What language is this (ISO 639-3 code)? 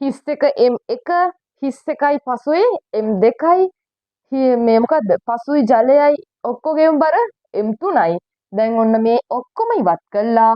sin